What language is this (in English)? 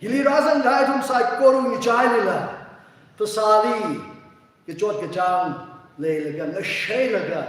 Tangkhul Naga (India)